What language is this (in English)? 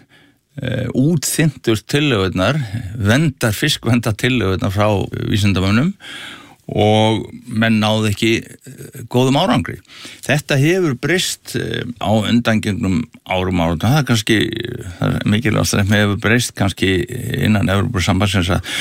Icelandic